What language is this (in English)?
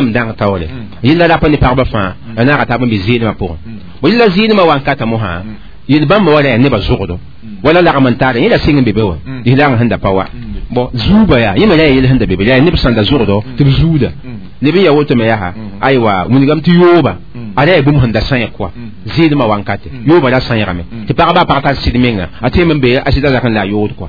Mossi